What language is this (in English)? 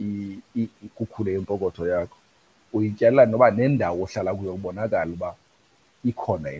Xhosa